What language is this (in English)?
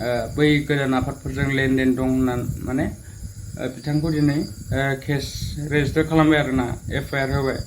Bodo